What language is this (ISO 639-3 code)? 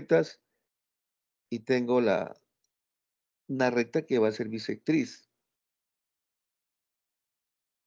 spa